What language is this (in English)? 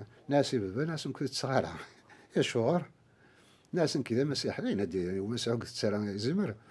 Kabyle